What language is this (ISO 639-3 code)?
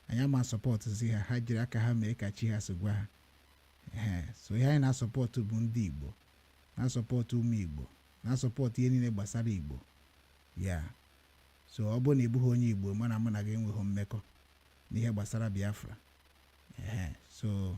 ibo